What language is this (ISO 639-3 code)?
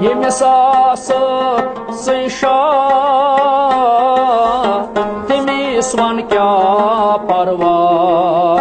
kas